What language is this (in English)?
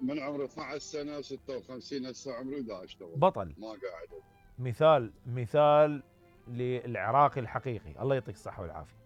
Mesopotamian Arabic